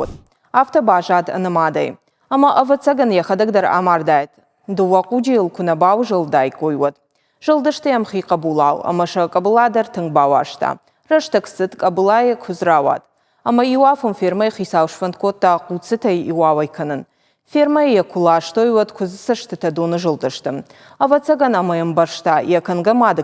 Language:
Ossetic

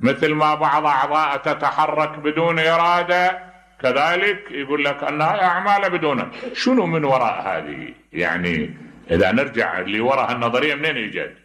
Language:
Mesopotamian Arabic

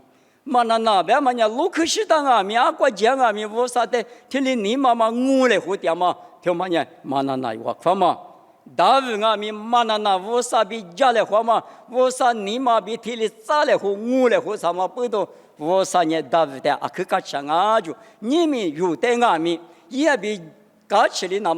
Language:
Lisu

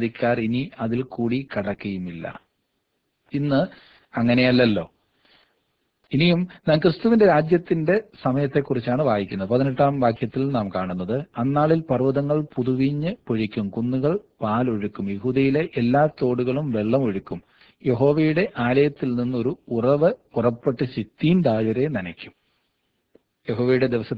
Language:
Malayalam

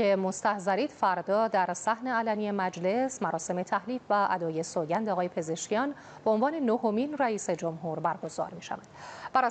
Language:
Persian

